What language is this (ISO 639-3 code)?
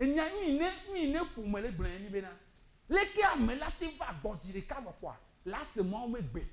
ewe